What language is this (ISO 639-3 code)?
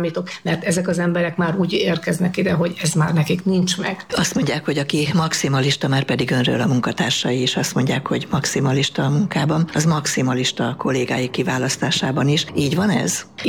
hun